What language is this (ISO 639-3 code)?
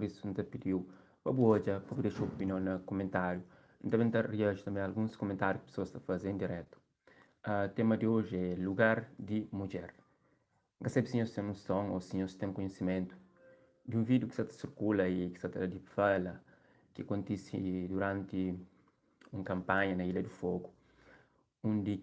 kea